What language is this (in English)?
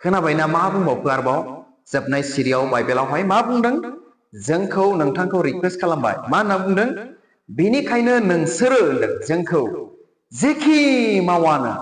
Bodo